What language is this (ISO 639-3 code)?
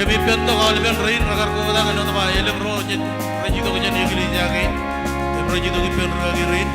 mah